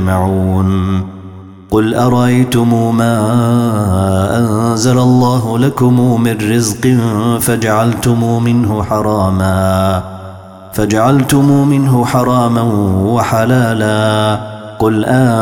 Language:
Arabic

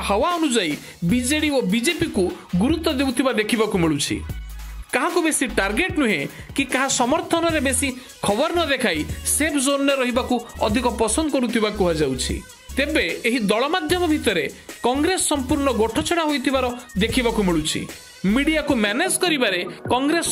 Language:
Odia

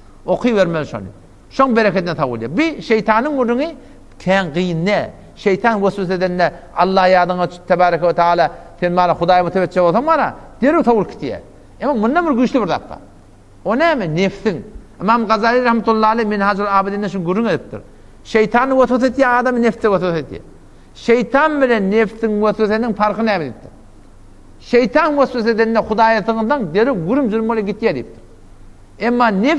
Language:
Turkmen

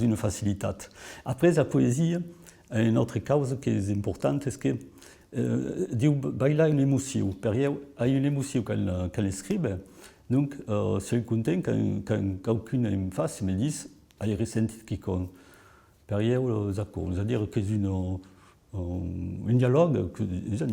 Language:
Occitan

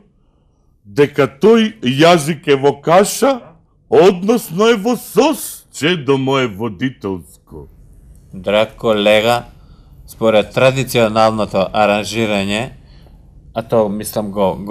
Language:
Macedonian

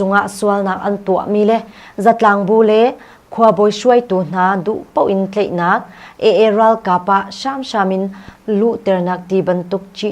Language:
Hakha Chin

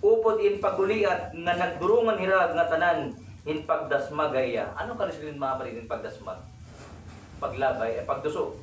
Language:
Waray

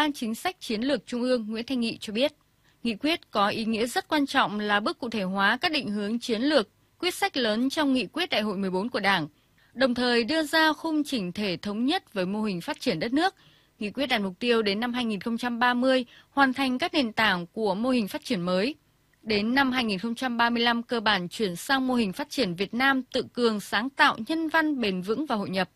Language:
Vietnamese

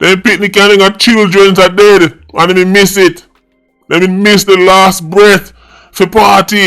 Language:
Jamaican Creole English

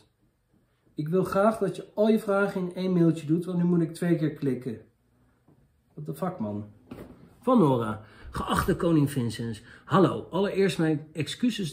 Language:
Dutch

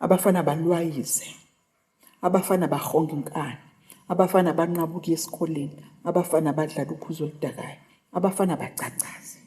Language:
Zulu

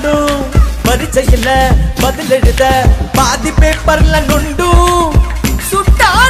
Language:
Tamil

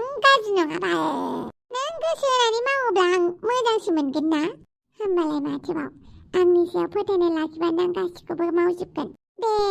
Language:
Bodo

